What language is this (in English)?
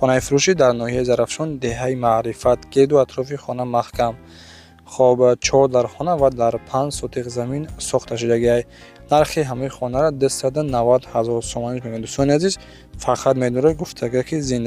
Tajik